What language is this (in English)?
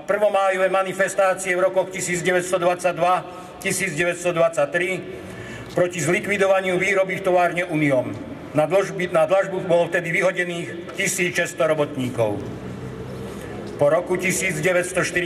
Slovak